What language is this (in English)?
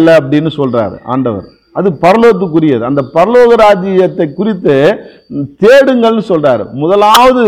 Tamil